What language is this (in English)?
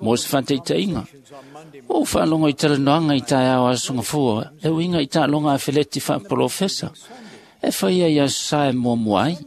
Samoan